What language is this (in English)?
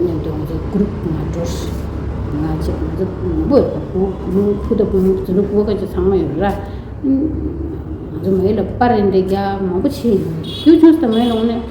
Tibetan